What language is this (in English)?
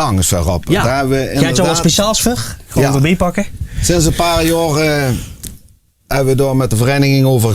Limburgish